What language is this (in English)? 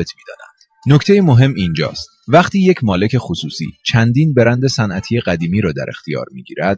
Persian